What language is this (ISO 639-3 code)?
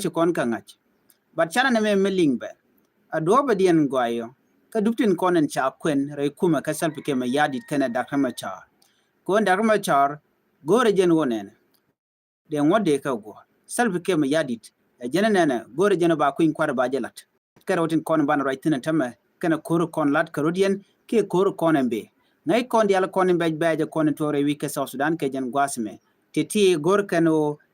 nus